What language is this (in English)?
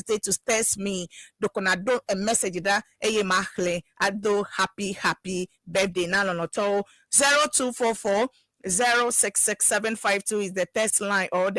Ewe